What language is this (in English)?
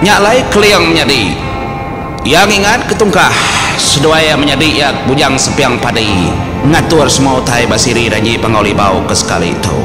Iban